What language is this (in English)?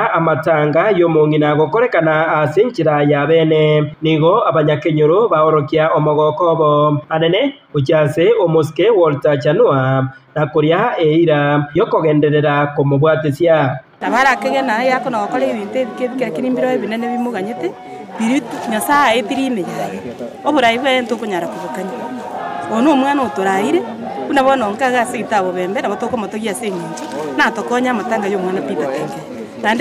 Gusii